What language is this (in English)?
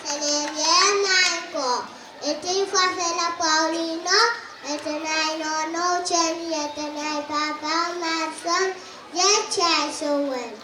Pohnpeian